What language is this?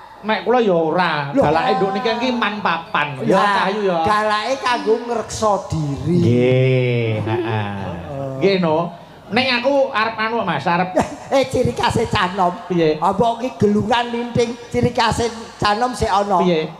Javanese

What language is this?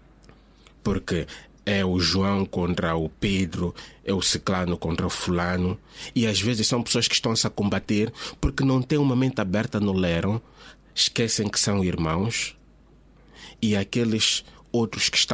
Portuguese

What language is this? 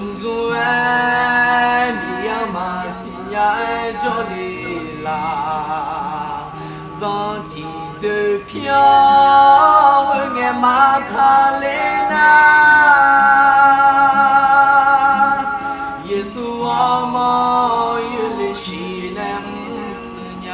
Akha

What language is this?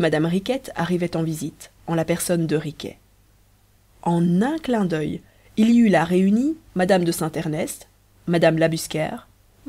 French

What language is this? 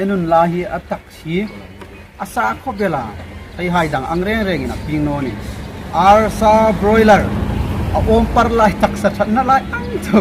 Hmar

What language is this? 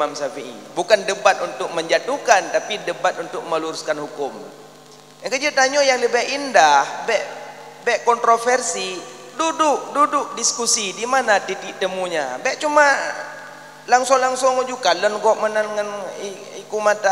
Achinese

